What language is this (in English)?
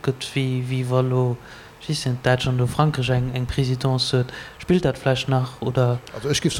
Luxembourgish